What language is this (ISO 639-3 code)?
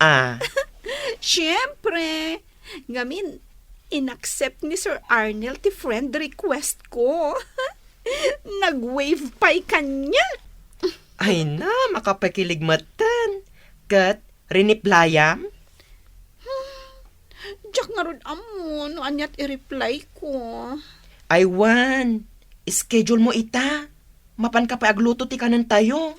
ilo